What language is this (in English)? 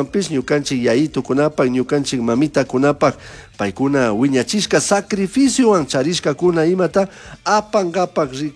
Chimborazo Highland Quichua